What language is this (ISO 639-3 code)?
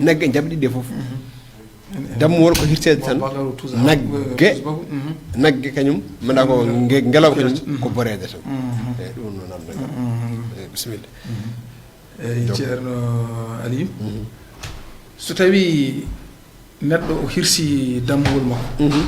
ful